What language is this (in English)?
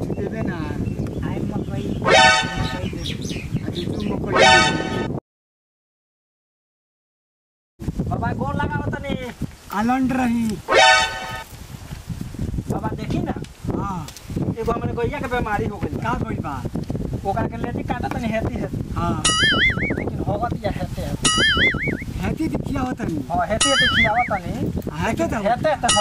Bhojpuri